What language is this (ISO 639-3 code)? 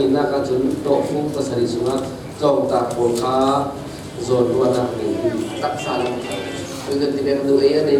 cfm